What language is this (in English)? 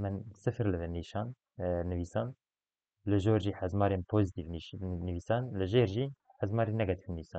Kurdish